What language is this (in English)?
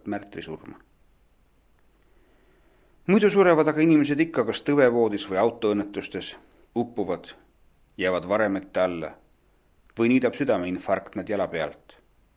Estonian